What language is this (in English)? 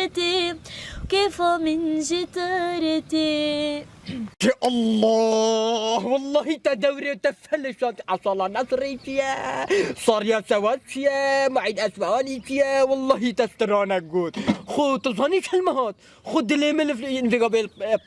Kurdish